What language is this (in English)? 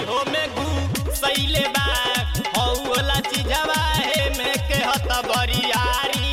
Bhojpuri